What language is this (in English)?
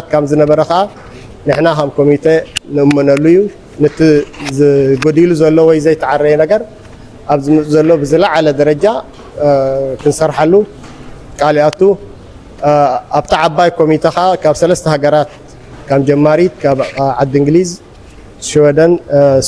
Tigrinya